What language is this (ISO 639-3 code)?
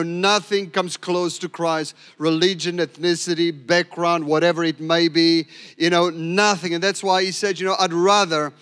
eng